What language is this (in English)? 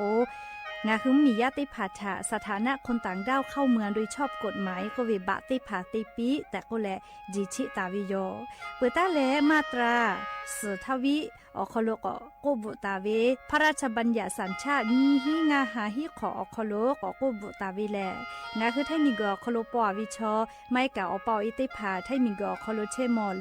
Lahu